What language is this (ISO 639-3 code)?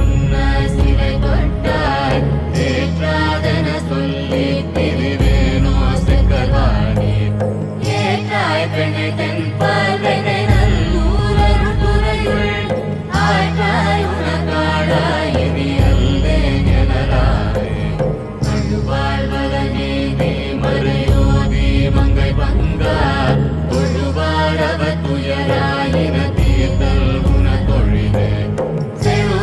tam